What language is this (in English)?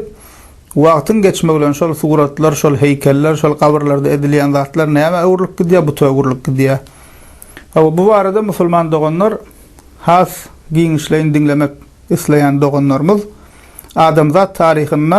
Turkmen